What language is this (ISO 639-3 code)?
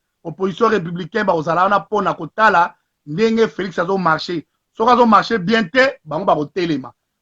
lin